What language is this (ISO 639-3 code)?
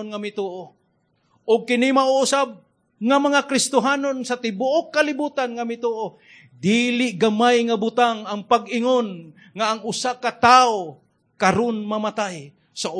ceb